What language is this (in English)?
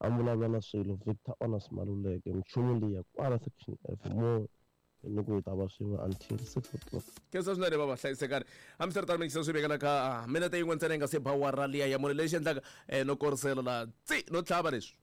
Tsonga